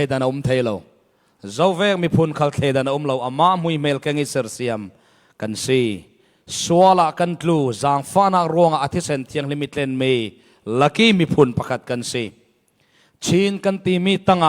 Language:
Falam Chin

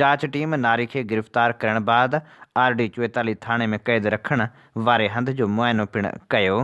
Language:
Sindhi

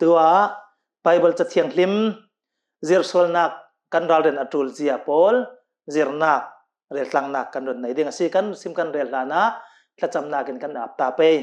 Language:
Hakha Chin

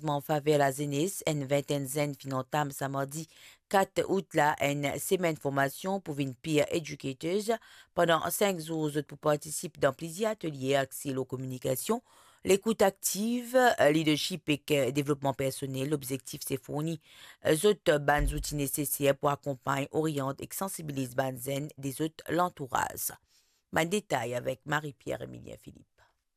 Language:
Morisyen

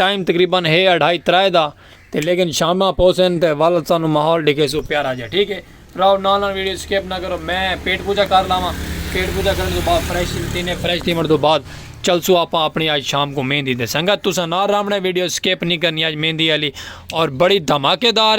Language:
Saraiki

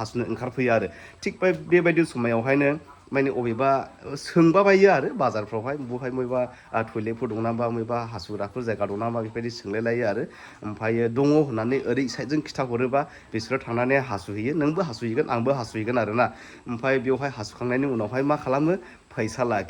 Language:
Bodo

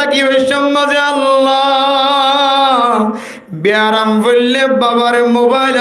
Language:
Rohingya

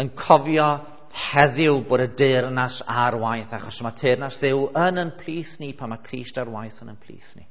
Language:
Welsh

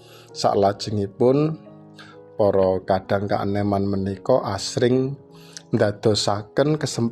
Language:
Javanese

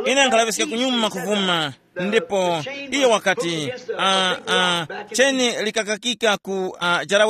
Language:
Tumbuka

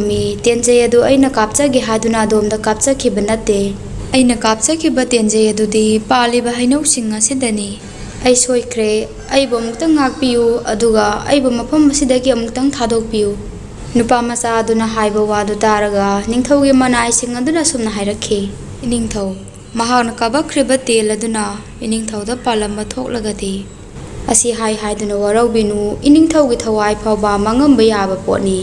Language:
Manipuri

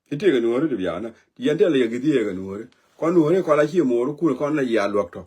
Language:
Nuer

